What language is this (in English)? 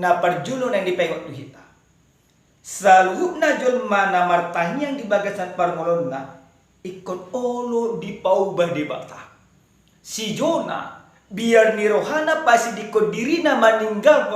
Batak Toba